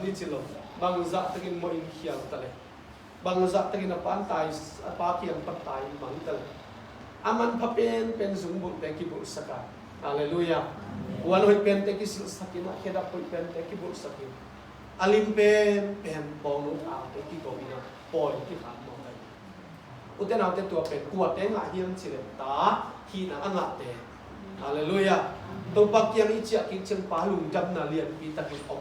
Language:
Tedim Chin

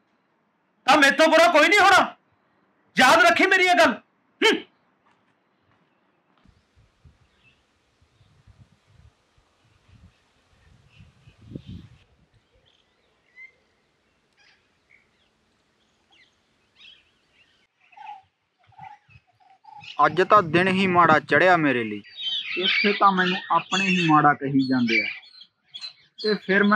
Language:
Punjabi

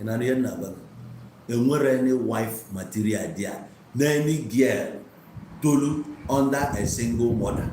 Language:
Igbo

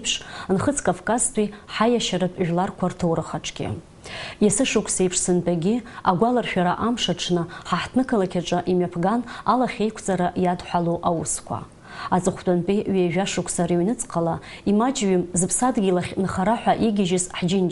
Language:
Abkhazian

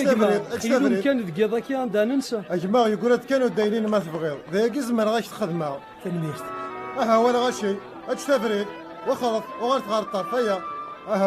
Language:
Kabyle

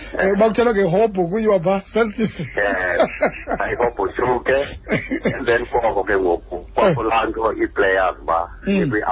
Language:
Xhosa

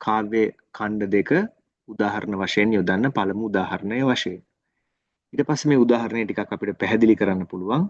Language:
Sinhala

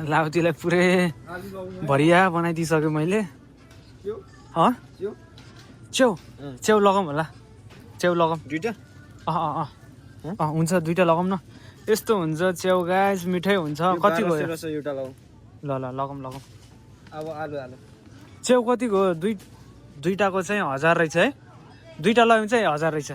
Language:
Nepali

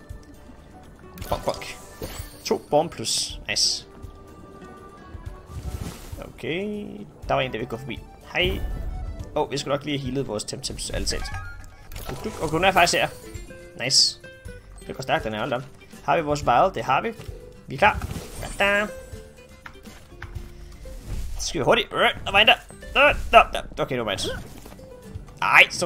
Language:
Danish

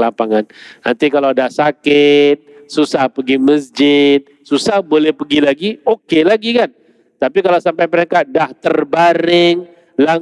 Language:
Malay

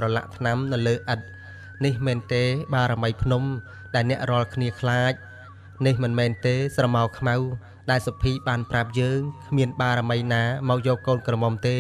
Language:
Khmer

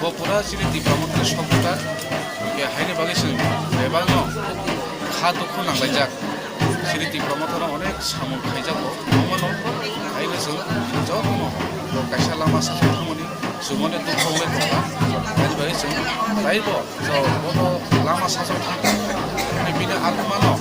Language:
Kok Borok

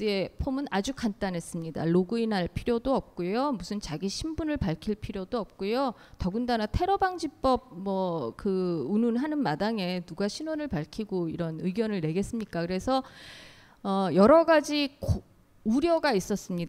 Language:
Korean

